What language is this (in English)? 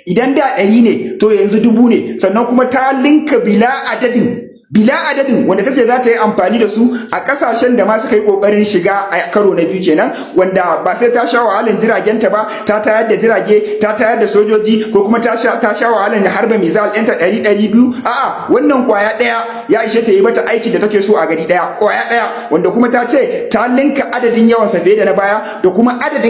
Hausa